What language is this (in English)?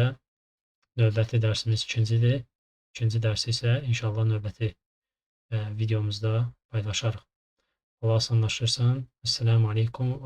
Azerbaijani